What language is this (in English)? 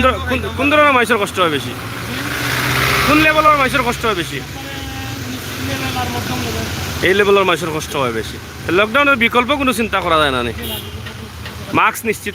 Sylheti